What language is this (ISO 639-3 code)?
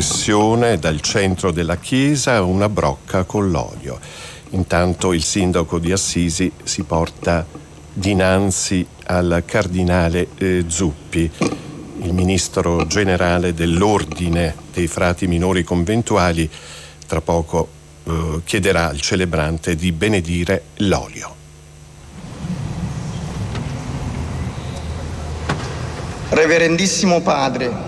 ita